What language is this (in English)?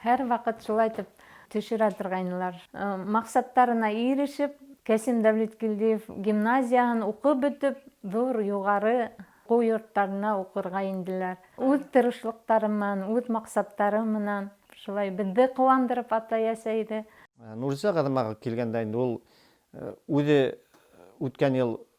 Bashkir